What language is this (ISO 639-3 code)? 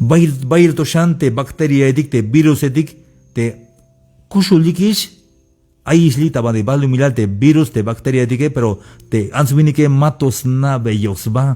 tzh